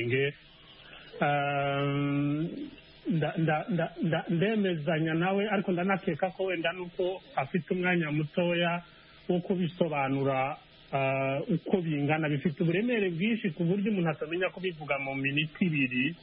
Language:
Kinyarwanda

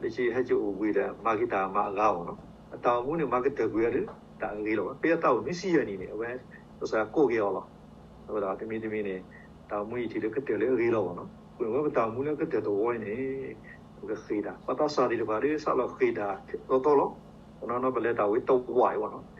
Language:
S'gaw Karen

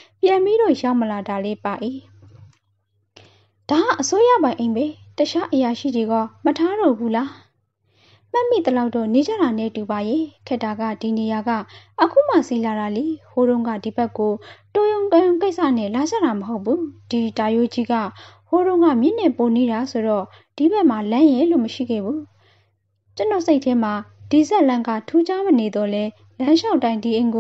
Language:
Burmese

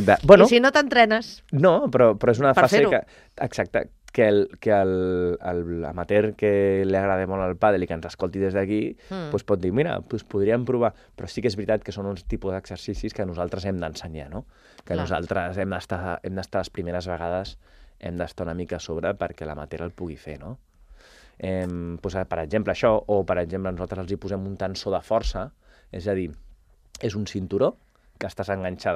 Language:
Catalan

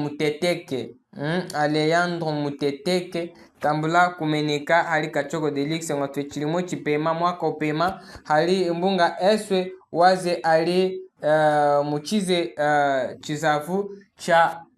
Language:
Chokwe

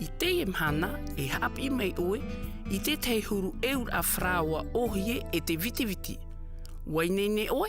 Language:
Tahitian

